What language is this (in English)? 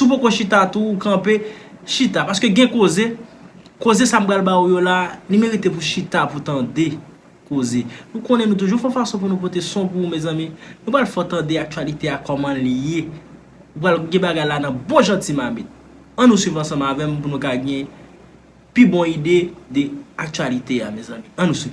Haitian Creole